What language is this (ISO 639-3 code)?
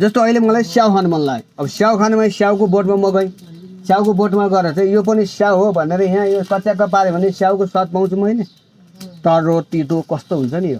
nep